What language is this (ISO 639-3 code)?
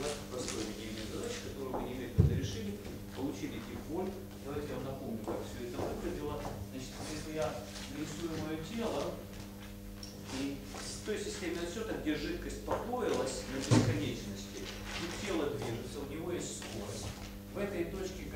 rus